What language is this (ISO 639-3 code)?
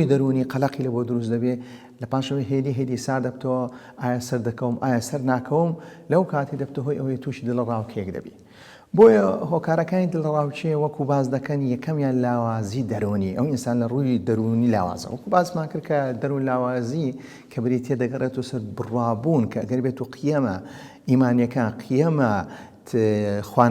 ckb